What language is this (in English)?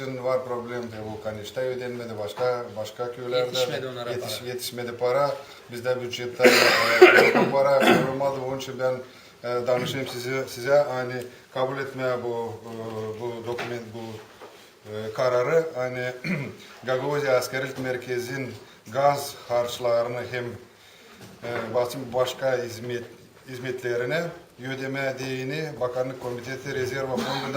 Gagauz